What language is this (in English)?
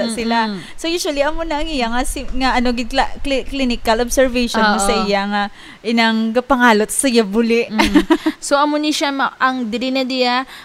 Hiligaynon